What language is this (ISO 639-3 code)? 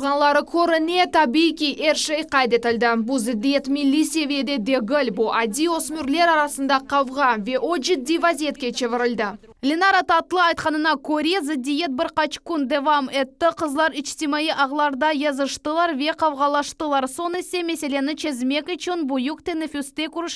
crh